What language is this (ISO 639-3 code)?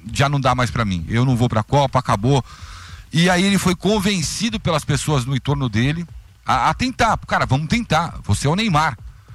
por